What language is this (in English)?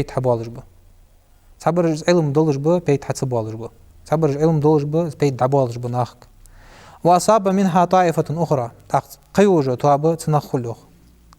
Ingush